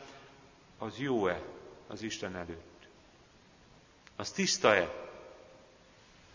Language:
Hungarian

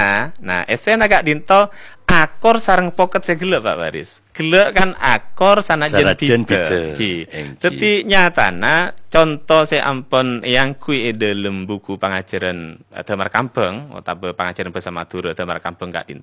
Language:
Madurese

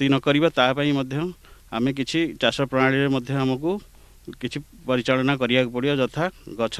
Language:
Odia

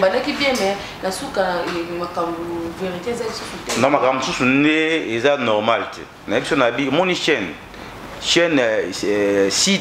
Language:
Lingala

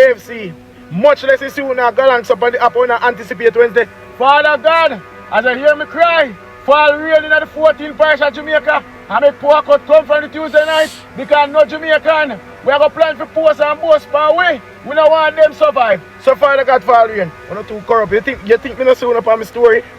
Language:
Jamaican Creole English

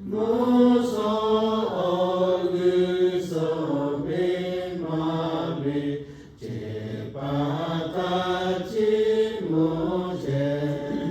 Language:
Lahu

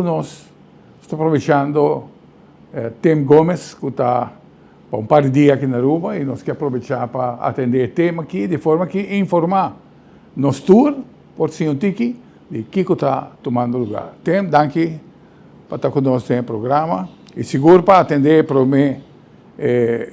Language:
Papiamento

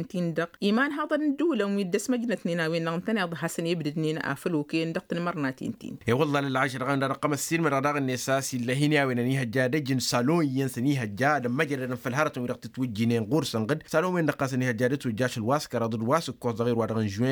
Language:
Tamasheq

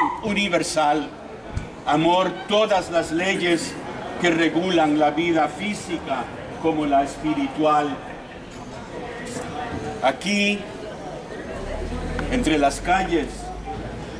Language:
Spanish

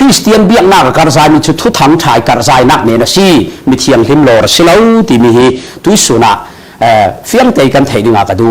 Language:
Falam Chin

